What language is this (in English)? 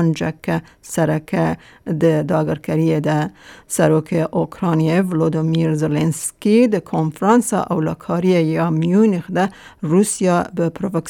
Kurdish